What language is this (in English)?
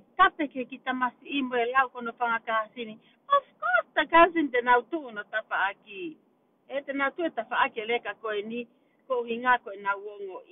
Tongan